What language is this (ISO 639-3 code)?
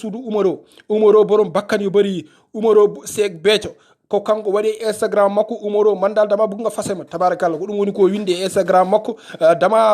ful